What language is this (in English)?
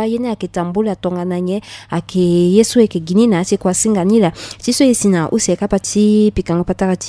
Sango